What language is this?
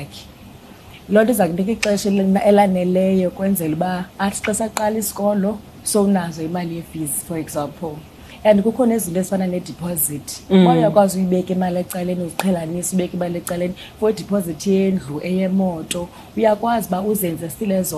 Xhosa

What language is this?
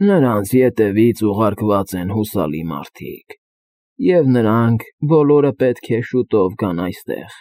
Armenian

